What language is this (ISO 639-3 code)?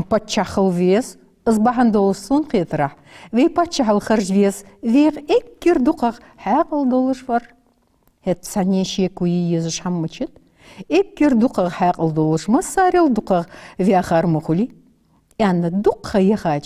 inh